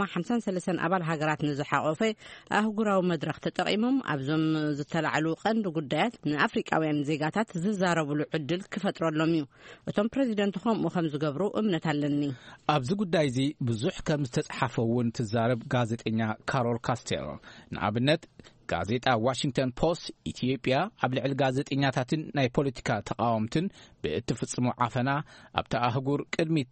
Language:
Tigrinya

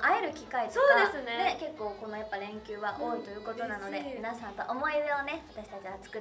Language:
Japanese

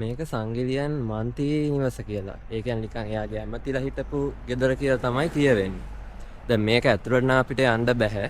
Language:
Sinhala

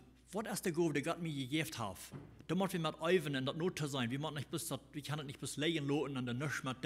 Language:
Plautdietsch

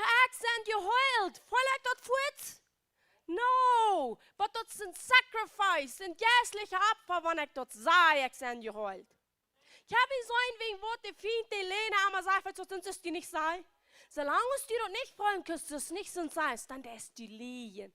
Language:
Plautdietsch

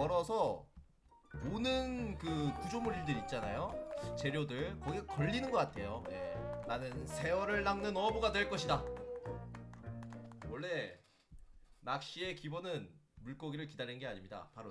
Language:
Korean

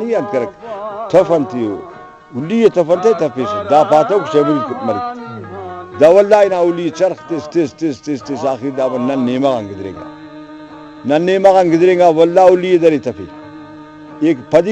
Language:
Brahui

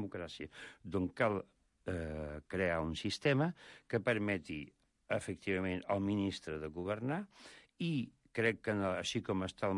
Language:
Catalan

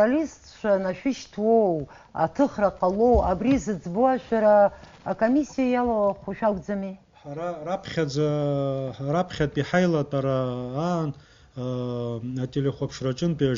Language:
Abkhazian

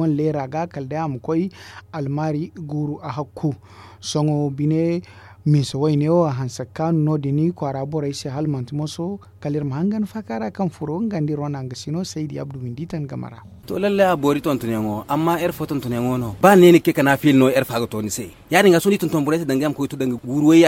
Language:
Zarma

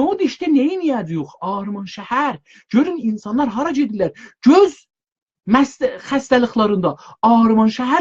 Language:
South Azerbaijani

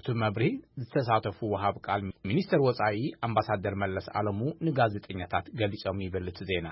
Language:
Tigrinya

